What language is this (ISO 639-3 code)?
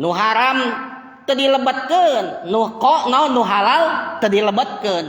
sun